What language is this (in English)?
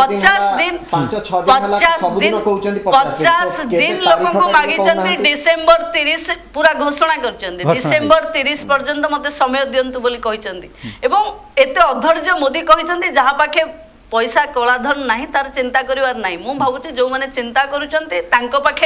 Odia